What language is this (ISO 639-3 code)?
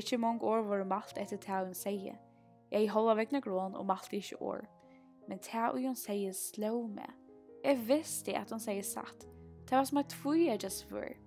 fao